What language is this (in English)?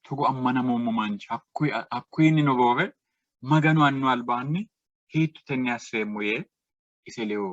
Sidamo